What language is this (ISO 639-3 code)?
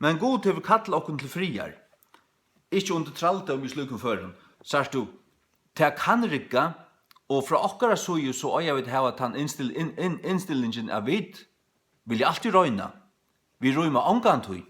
fao